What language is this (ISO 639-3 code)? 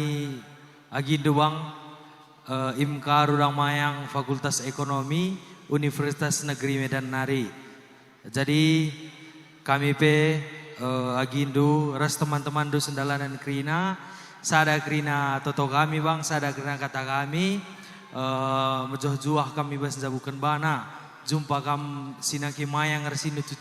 btx